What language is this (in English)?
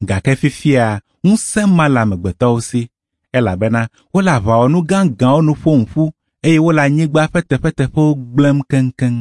Ewe